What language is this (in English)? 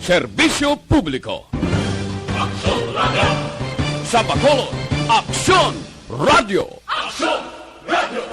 Hiligaynon